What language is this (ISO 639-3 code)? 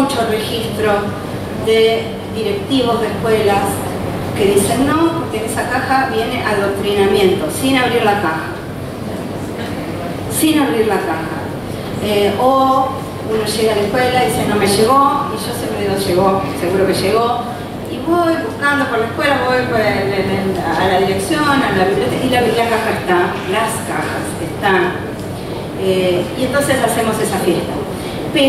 spa